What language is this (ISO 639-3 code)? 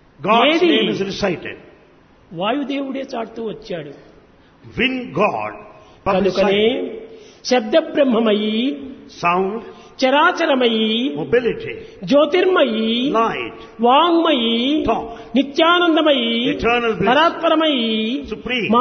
tel